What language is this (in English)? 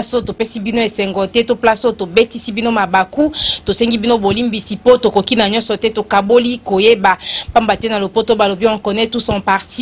Lingala